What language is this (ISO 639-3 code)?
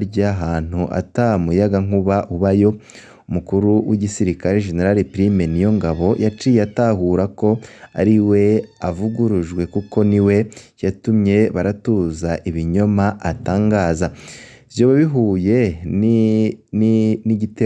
run